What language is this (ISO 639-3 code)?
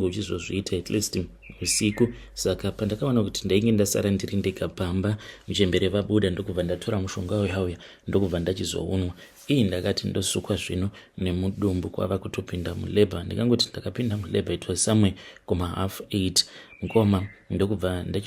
sna